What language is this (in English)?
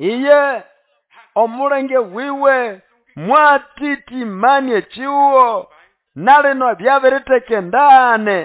Nande